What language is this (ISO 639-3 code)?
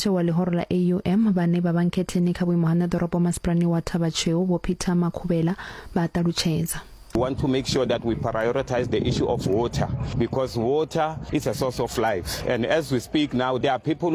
ven